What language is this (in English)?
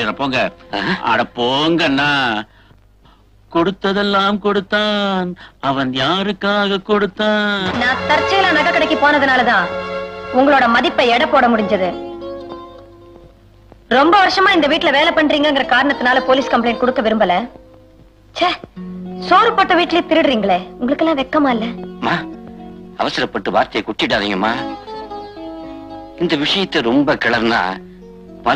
Tamil